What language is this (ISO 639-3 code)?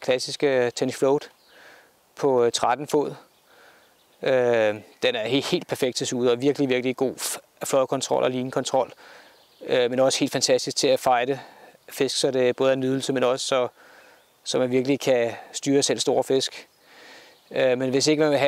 dan